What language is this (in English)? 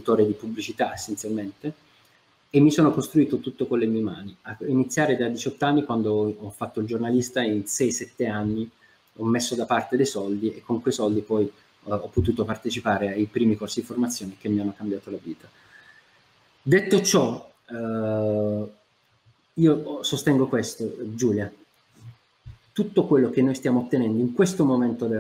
Italian